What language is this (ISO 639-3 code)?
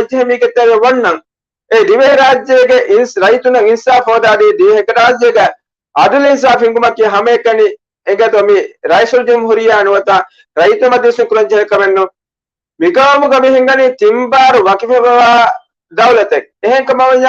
div